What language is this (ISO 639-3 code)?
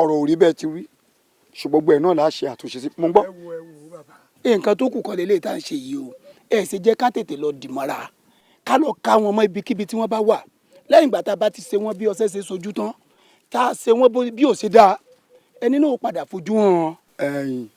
yor